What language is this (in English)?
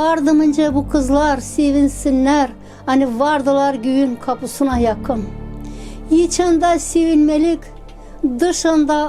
Gagauz